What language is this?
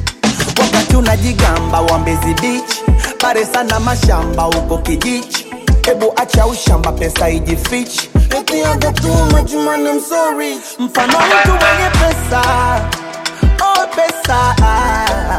Swahili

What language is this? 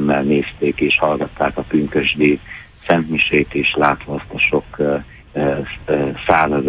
Hungarian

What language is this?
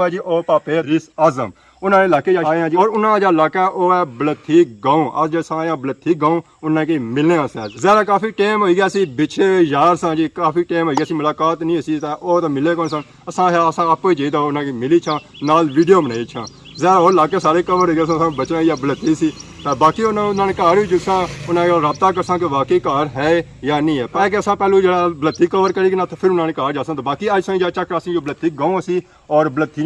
Pahari-Potwari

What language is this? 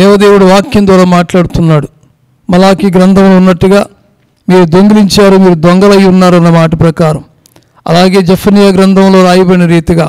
Telugu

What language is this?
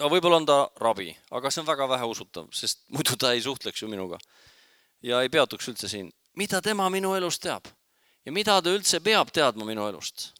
Estonian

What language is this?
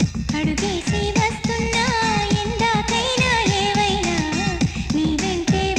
Telugu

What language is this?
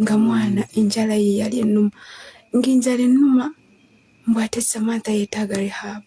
Ganda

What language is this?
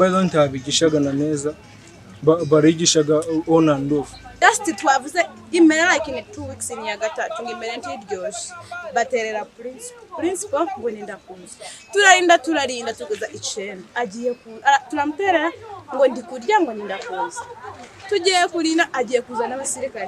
Nyankole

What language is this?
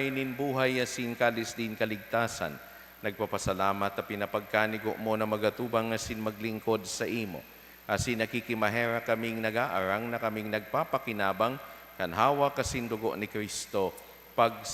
Bikol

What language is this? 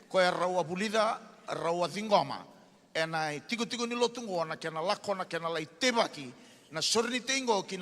Fijian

